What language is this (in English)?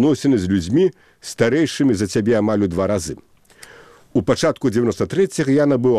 Belarusian